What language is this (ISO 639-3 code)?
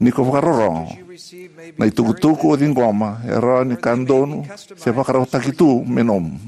fij